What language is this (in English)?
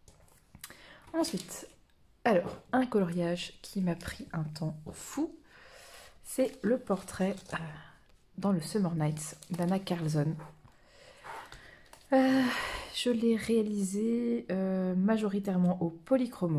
French